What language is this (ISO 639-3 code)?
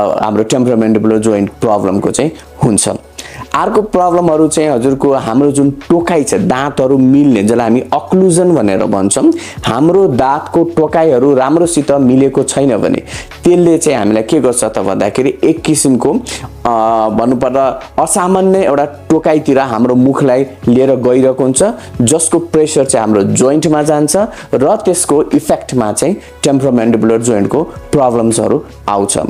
nep